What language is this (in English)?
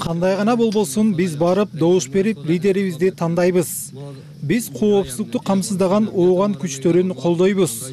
Kyrgyz